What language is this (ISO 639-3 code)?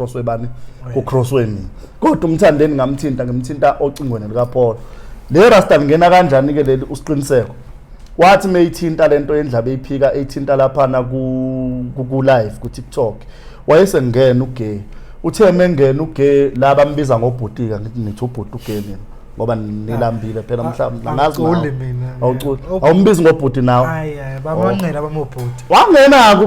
zul